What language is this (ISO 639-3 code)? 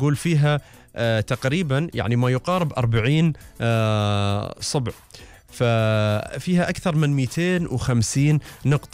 afb